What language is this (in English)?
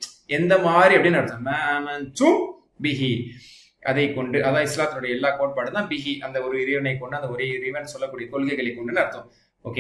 Tamil